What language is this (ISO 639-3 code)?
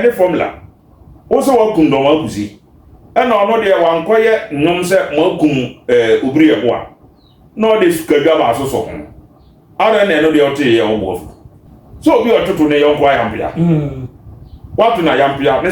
aka